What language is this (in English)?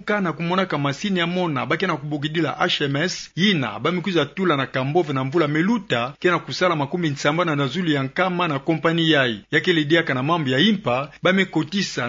Kituba (Democratic Republic of Congo)